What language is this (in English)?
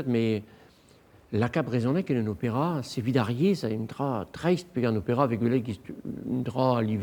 Breton